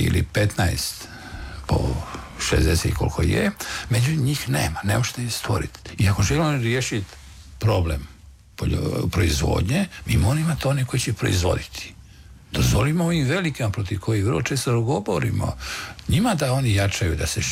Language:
Croatian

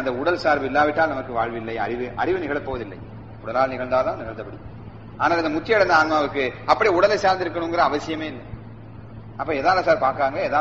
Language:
Tamil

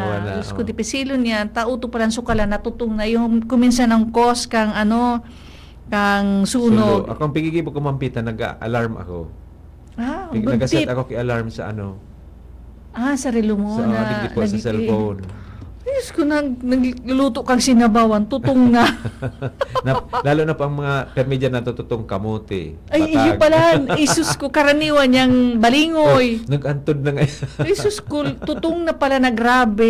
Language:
Bikol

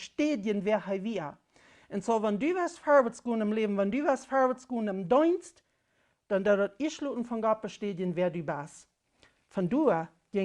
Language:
Plautdietsch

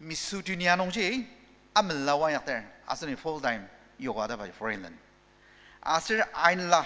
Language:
Ao Naga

